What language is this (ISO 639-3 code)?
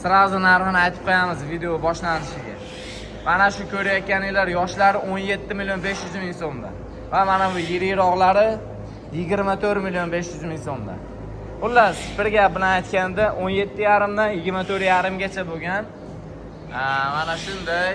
uzb